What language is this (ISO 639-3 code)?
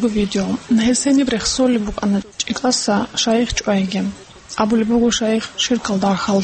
ava